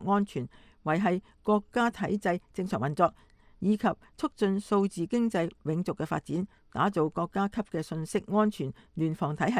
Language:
Cantonese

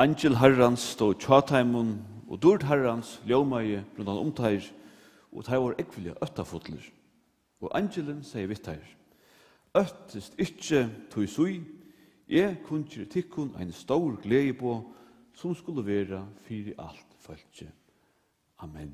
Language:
Faroese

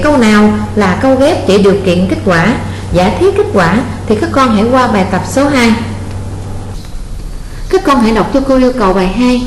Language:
Vietnamese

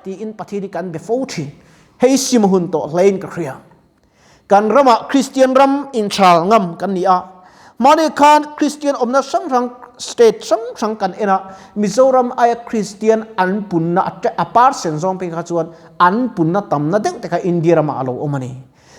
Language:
Mizo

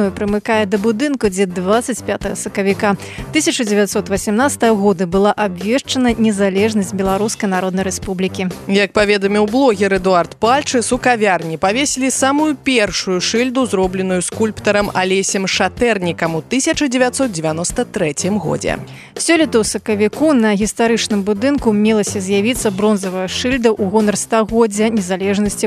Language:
Belarusian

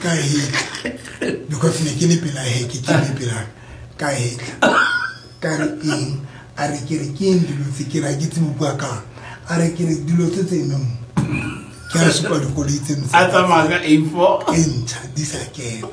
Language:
Southern Sotho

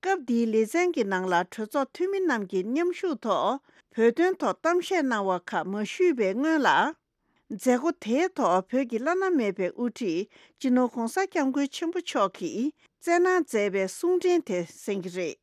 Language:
Tibetan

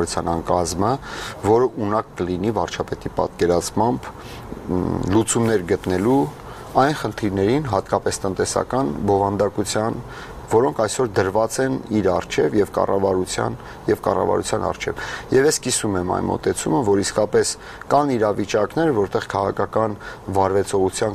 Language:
Armenian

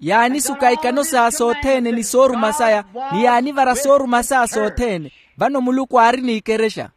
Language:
Makhuwa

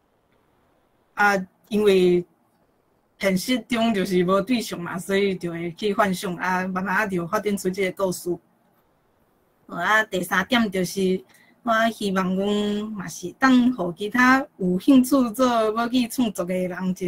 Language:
Min Nan Chinese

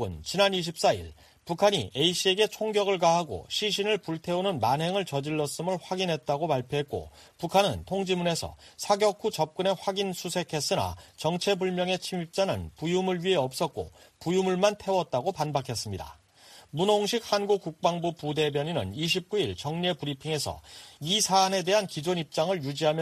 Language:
Korean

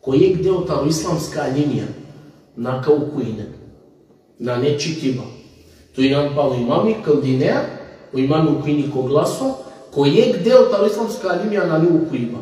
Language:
Balkan Romani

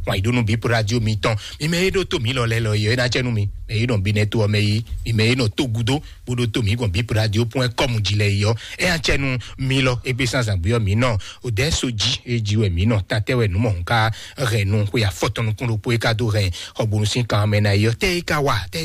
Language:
Fon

